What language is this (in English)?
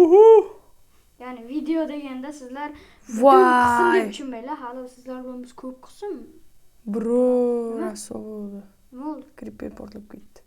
Uzbek